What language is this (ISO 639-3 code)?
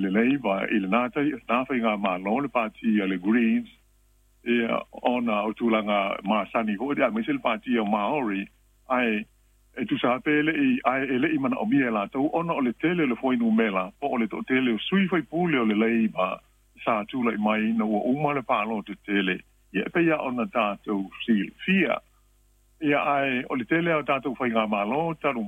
smo